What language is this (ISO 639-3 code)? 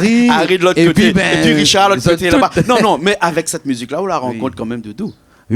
rcf